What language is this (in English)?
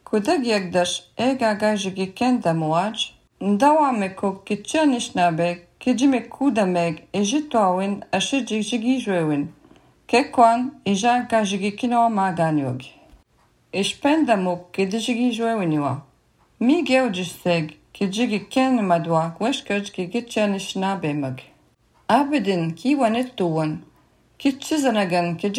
Latvian